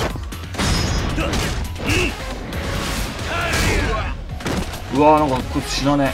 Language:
Japanese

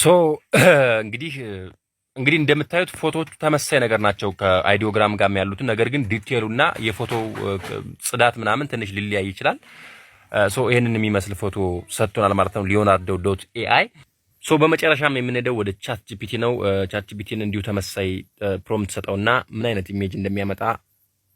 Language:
Amharic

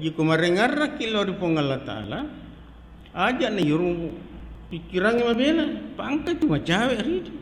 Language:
Buginese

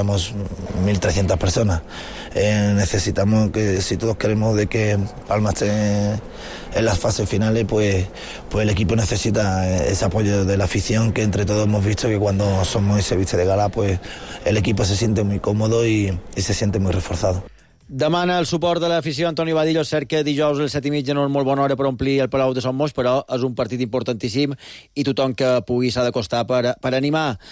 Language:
Catalan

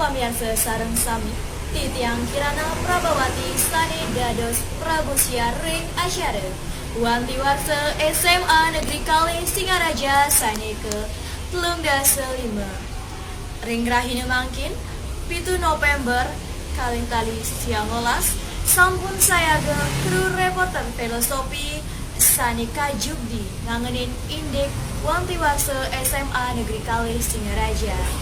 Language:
Balinese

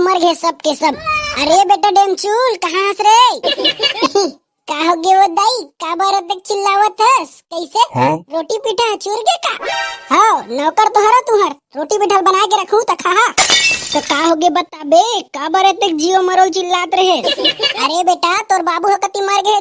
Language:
Chhattisgarhi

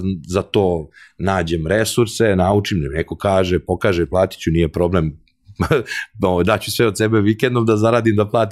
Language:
Serbian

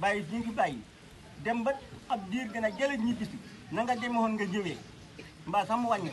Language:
Wolof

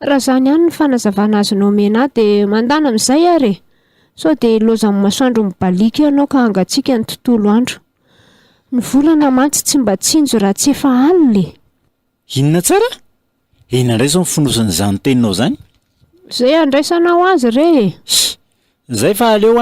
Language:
Malagasy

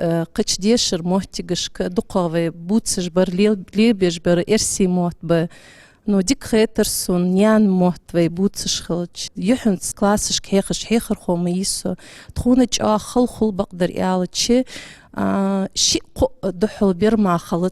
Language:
Ingush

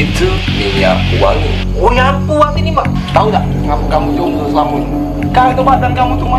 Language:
Musi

